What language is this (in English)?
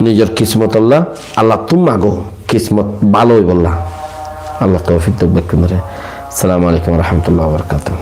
Rohingya